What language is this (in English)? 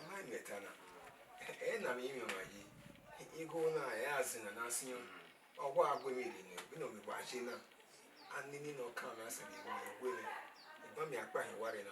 Bini